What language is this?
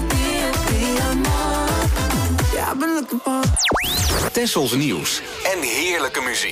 Dutch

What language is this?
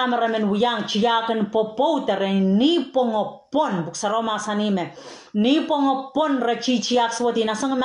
Pohnpeian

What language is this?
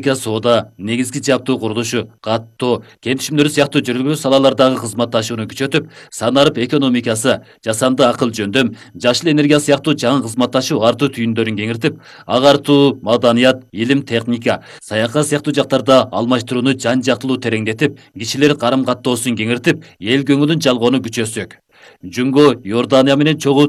Kyrgyz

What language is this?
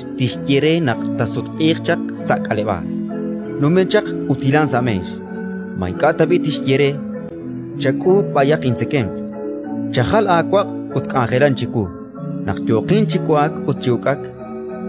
Kekchí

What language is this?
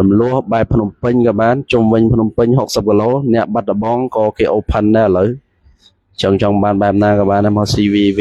Khmer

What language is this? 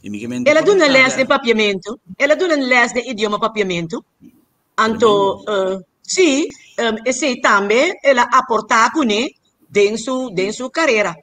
Papiamento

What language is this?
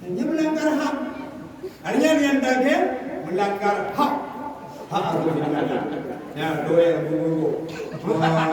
Achinese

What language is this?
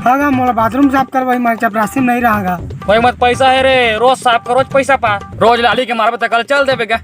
Chhattisgarhi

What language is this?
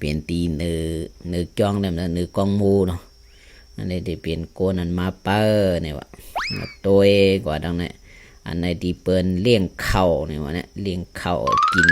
Shan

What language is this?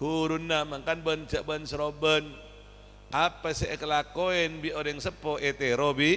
Madurese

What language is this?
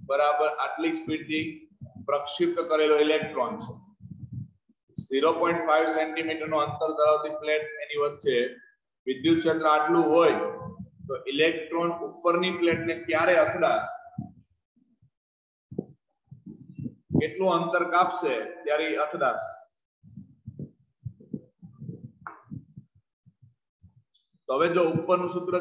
Gujarati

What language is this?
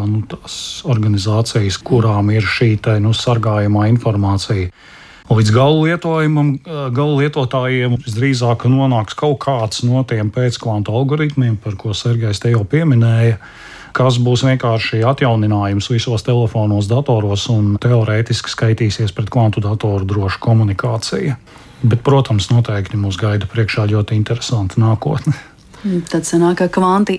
Latvian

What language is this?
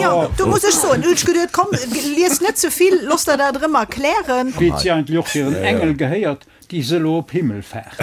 Luxembourgish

